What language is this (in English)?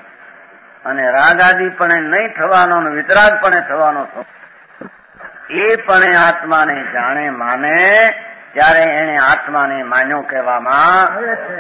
Gujarati